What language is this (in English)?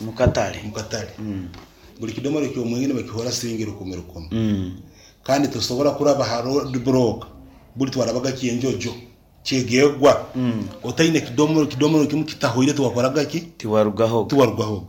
Nyoro